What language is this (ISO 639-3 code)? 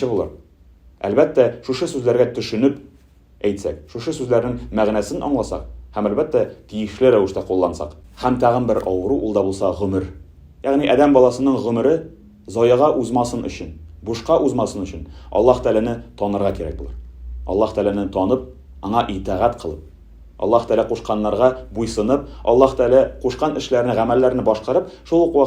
tat